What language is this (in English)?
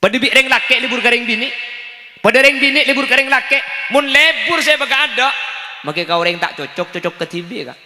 Madurese